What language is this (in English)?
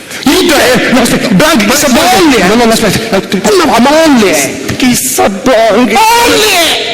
Sicilian